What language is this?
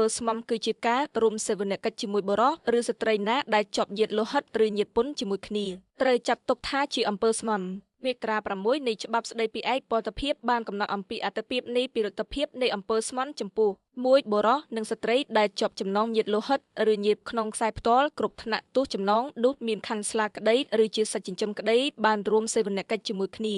Khmer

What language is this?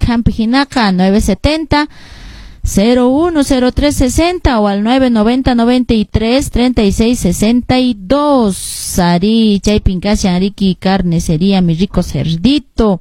Quechua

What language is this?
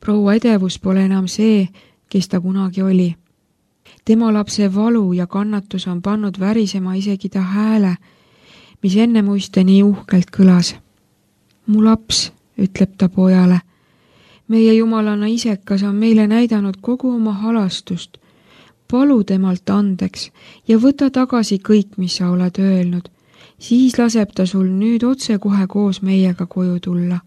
Estonian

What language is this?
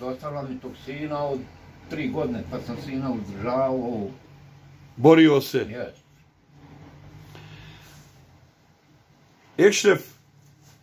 Bosnian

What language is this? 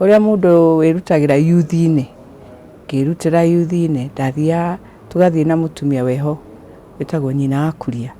Kikuyu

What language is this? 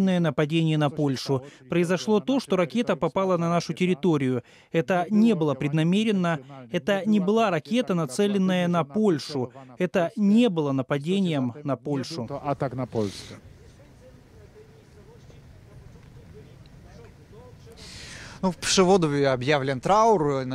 Russian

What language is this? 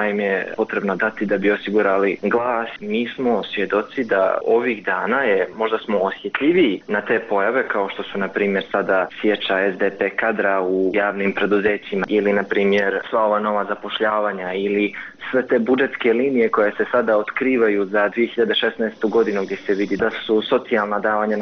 Bosnian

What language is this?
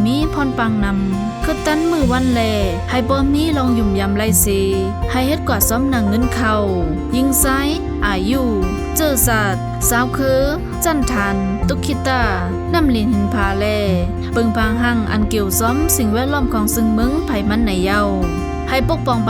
Shan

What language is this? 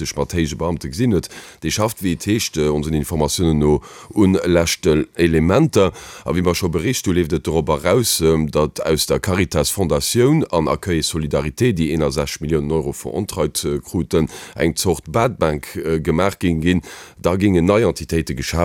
Luxembourgish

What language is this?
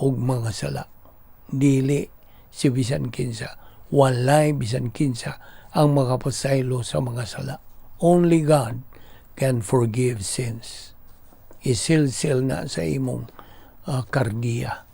Cebuano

